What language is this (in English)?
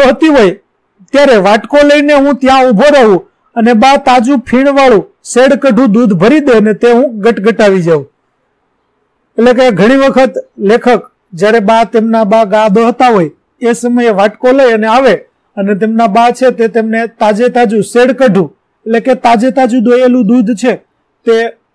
Gujarati